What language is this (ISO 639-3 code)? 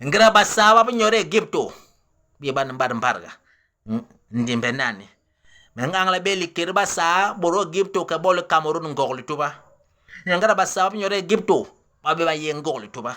bas